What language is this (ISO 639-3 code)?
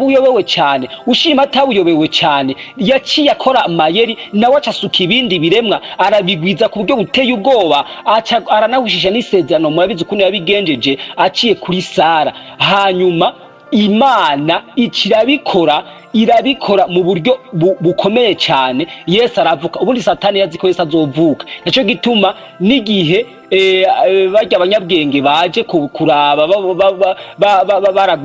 run